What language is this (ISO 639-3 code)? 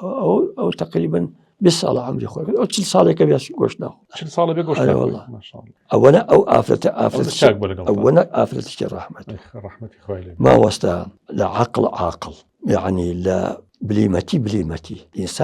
ckb